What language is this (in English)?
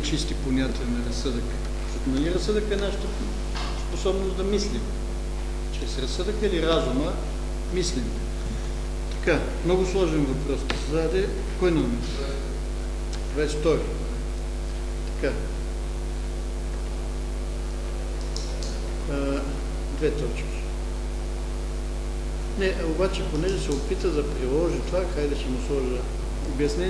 Bulgarian